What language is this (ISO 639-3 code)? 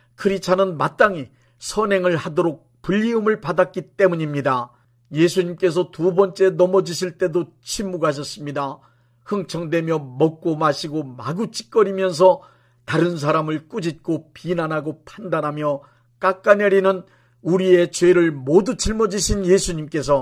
kor